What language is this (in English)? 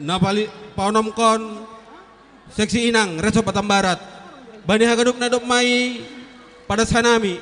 Batak Simalungun